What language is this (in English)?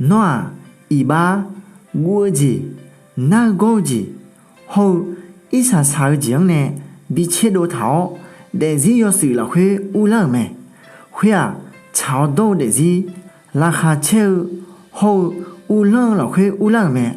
Akha